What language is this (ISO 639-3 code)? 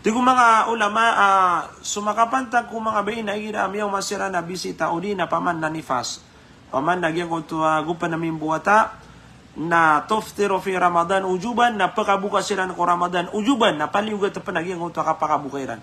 mrw